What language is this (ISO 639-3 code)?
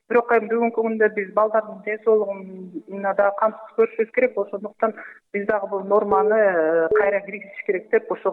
kir